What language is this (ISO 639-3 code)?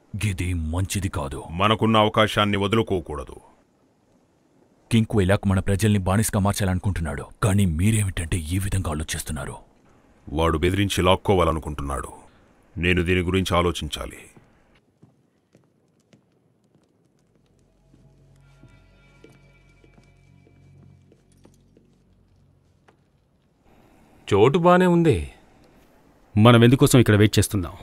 tel